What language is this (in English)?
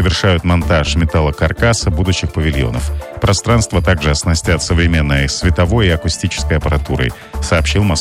Russian